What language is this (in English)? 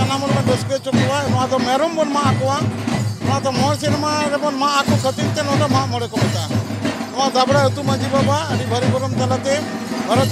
Santali